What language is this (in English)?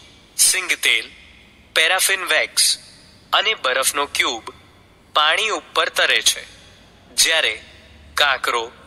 Gujarati